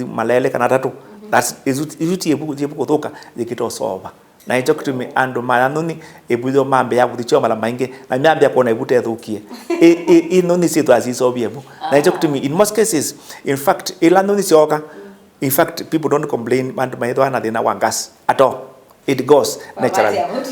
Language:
Kamba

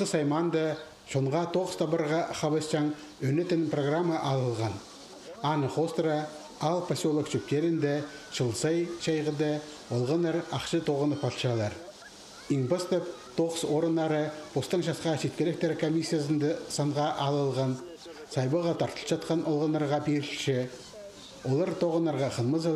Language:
Khakas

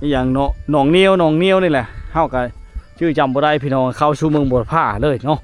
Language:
Lao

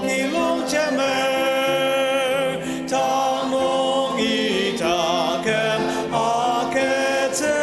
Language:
Ao Naga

